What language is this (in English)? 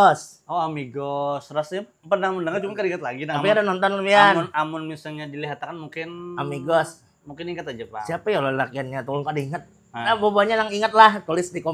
Banjar